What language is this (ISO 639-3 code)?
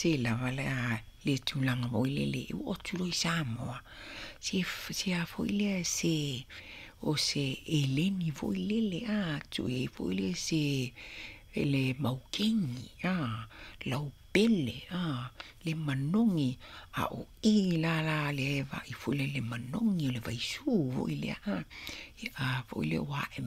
smo